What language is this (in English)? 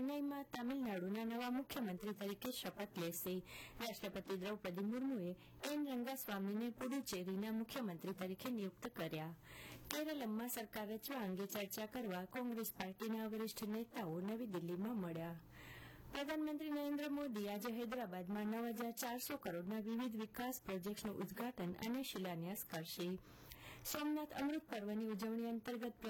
Gujarati